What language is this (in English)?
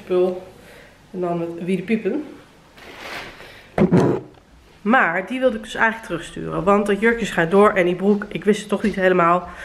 Dutch